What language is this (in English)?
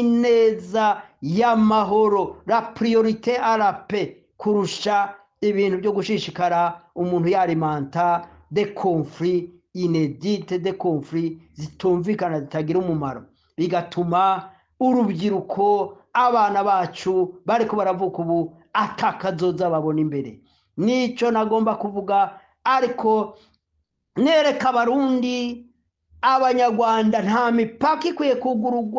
Rundi